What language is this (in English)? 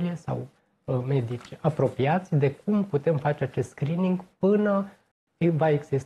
Romanian